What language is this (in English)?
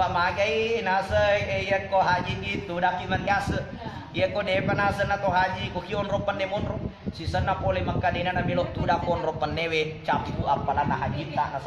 Buginese